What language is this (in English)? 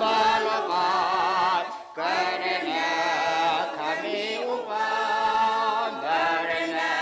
Tangkhul Naga (India)